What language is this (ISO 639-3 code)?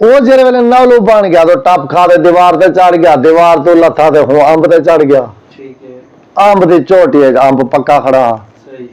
skr